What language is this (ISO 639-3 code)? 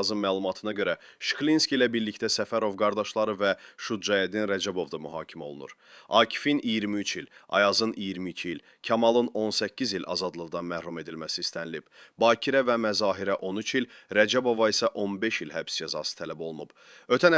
aze